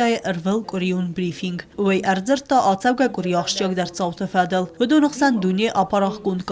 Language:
Ossetic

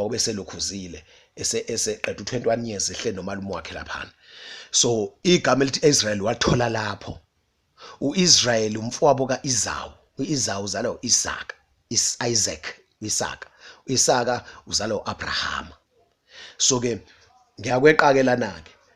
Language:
Zulu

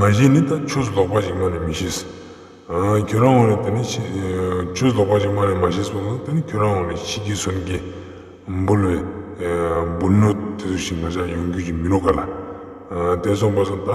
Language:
Ladakhi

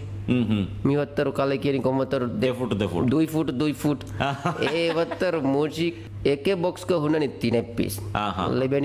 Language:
Divehi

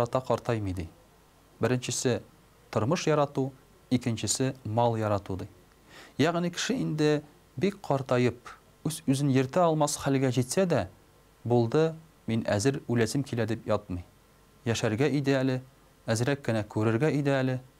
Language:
Tatar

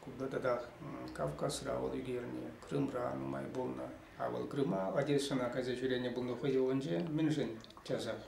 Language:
Chuvash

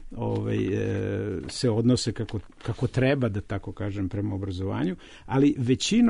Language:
Serbian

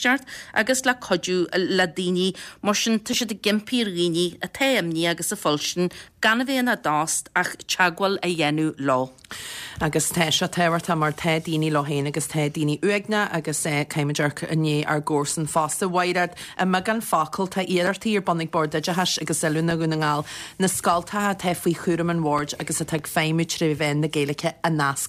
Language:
Irish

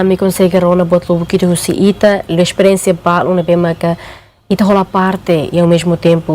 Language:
Tetum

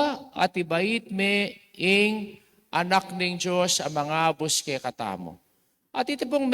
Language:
Pampanga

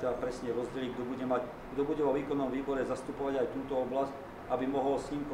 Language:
Slovak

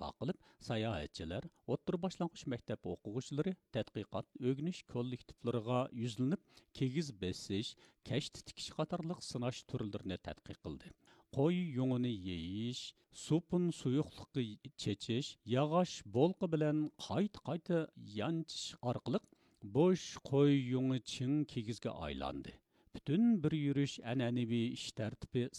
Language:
Uyghur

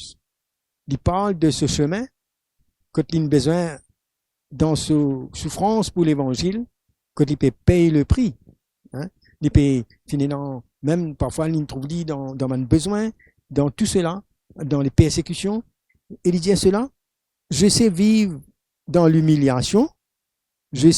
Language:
Morisyen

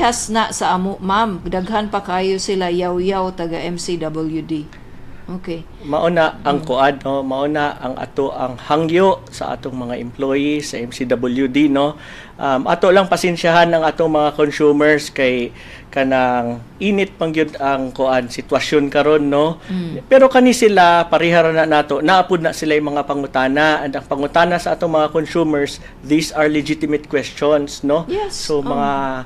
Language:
Cebuano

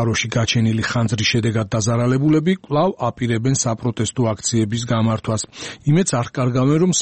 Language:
Georgian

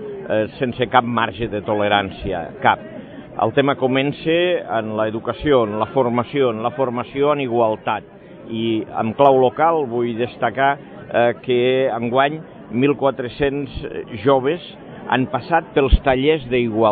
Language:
Catalan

